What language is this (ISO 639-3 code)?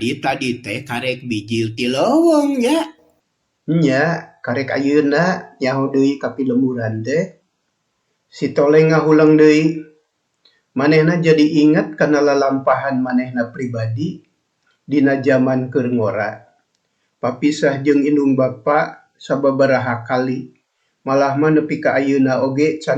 sun